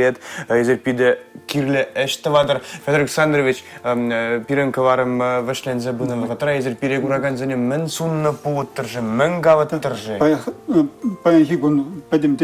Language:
Chuvash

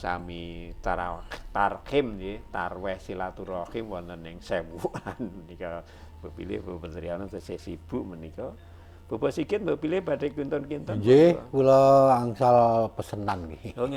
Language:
Javanese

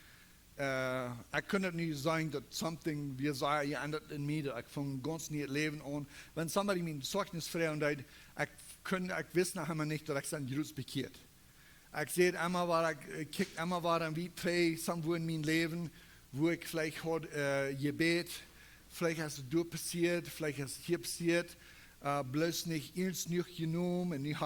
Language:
Plautdietsch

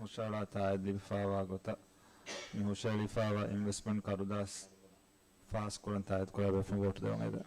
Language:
Divehi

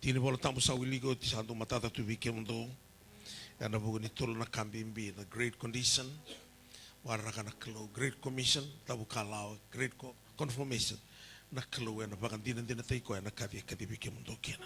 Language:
Fijian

